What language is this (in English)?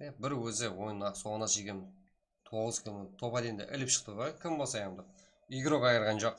Kara-Kalpak